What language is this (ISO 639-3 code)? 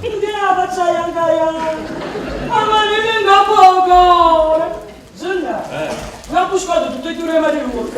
nap